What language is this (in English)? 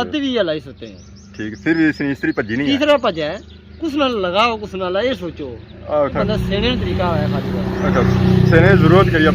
Pahari-Potwari